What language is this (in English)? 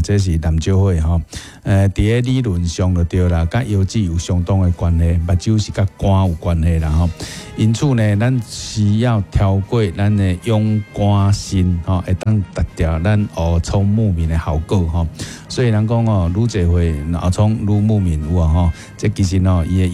Min Nan Chinese